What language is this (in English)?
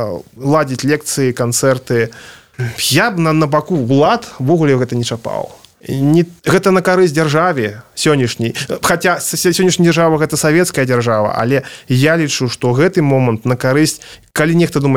Belarusian